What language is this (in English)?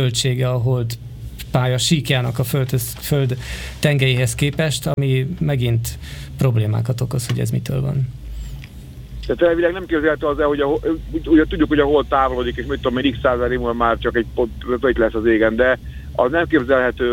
Hungarian